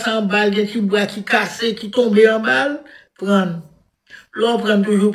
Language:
Haitian Creole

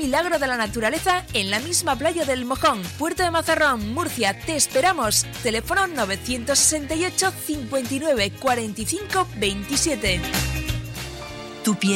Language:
Spanish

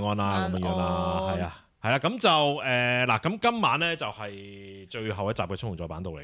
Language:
Cantonese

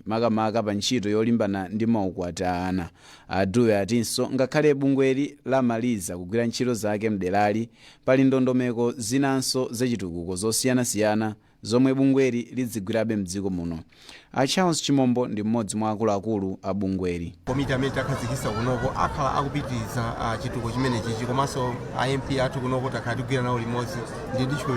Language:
Nyanja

